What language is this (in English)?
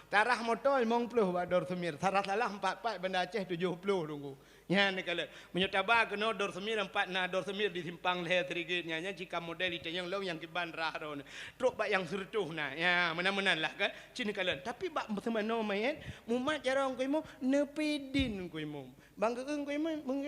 Achinese